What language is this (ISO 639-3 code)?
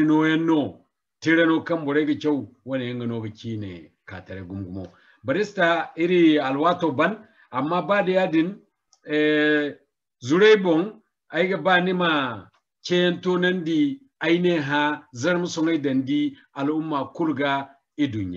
dje